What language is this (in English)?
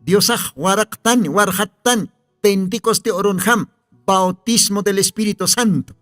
Aymara